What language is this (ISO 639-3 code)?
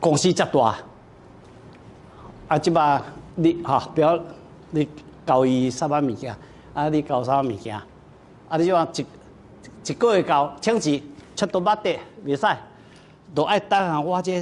nan